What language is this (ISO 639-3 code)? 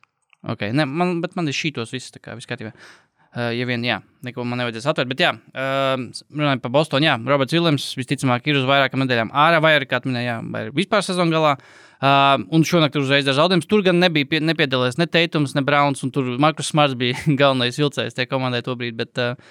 lav